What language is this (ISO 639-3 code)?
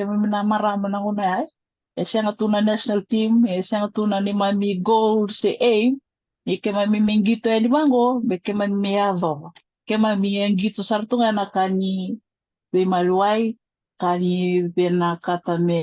fij